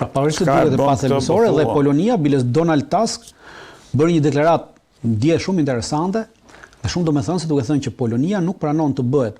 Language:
Albanian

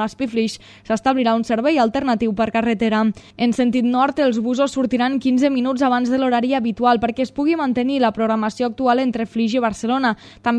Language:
Catalan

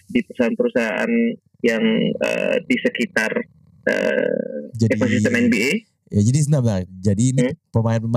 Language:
Indonesian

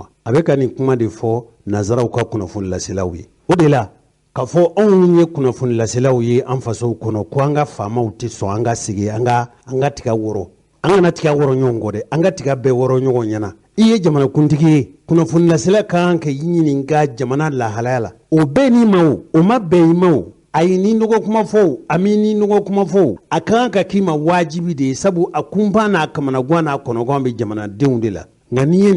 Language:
Bambara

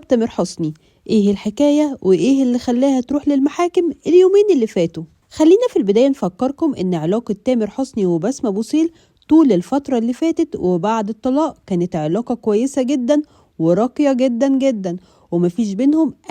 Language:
Egyptian Arabic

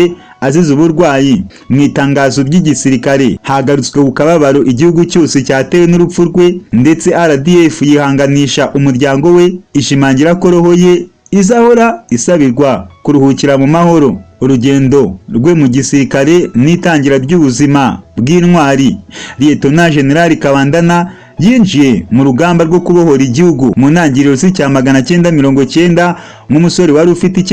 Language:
Kinyarwanda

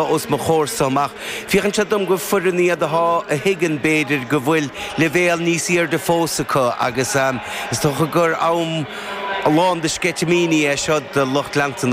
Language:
Irish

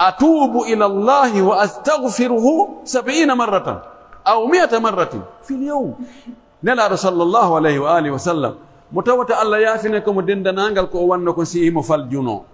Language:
Pular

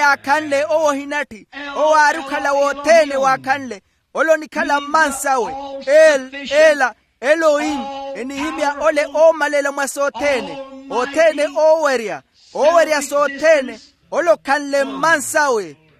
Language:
Makhuwa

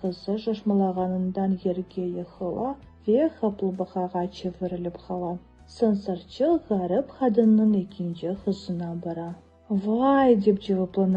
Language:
Crimean Tatar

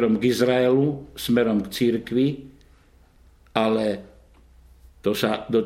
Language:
Slovak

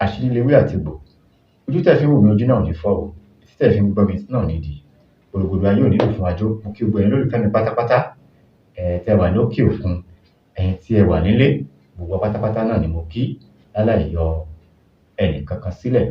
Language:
Yoruba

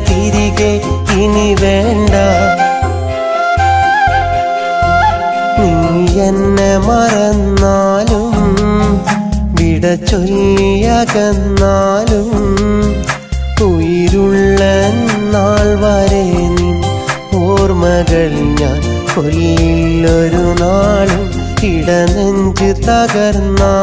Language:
Malayalam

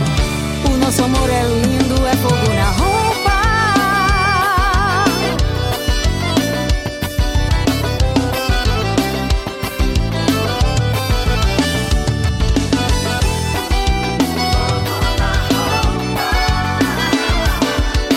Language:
Portuguese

